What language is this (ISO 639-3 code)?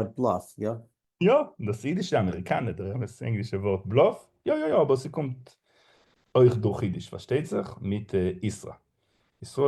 yid